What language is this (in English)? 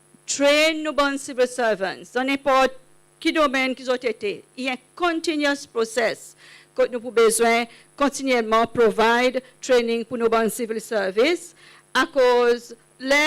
Seselwa Creole French